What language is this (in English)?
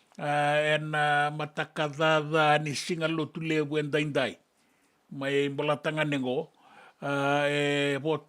Fijian